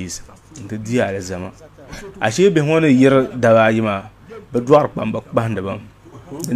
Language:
Dagbani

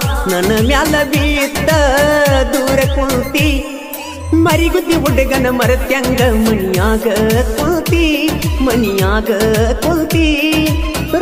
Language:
Kannada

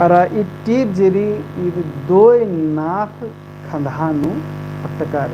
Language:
Kurukh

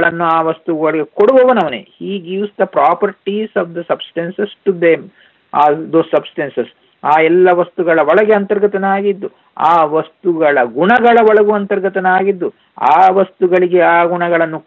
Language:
Kannada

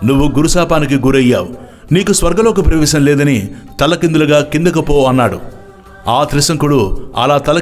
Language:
Telugu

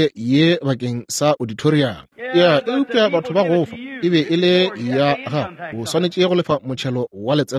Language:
Northern Sotho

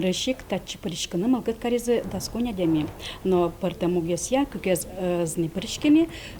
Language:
Udmurt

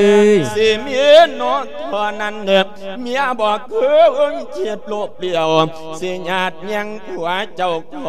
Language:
Lao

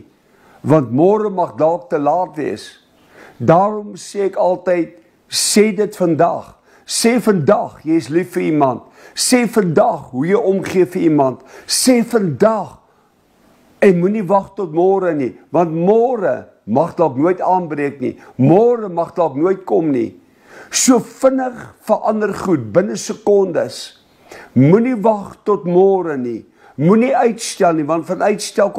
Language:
Afrikaans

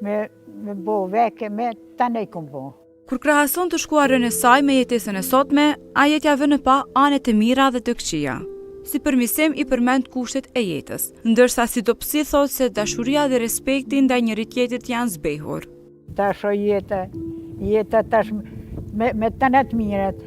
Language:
Albanian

